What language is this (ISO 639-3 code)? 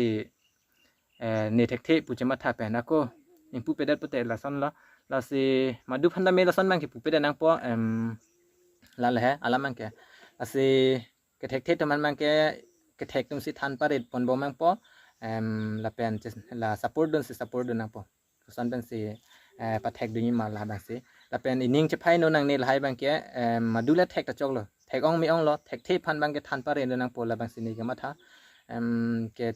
mjw